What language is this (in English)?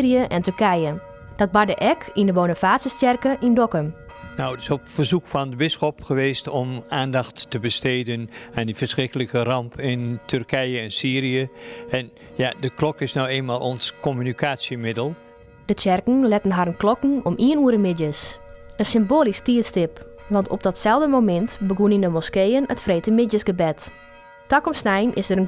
Western Frisian